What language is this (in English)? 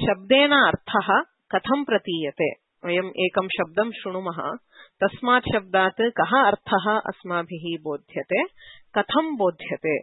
Sanskrit